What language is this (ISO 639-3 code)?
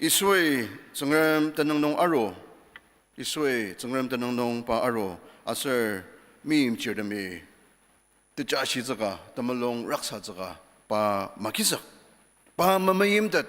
njo